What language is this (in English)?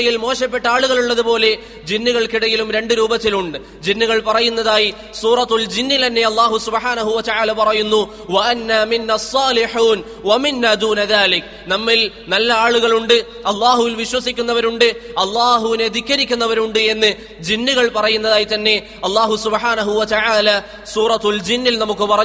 Malayalam